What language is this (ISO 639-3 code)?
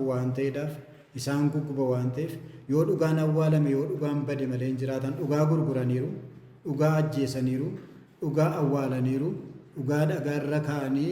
orm